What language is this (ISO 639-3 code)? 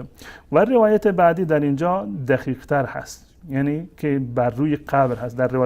fas